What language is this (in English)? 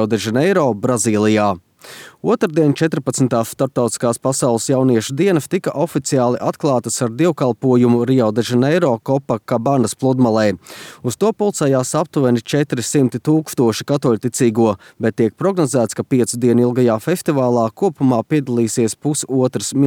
Latvian